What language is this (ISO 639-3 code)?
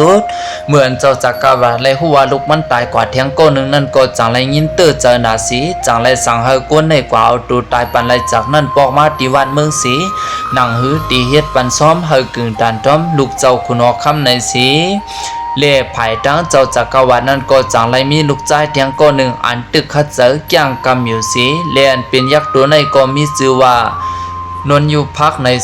shn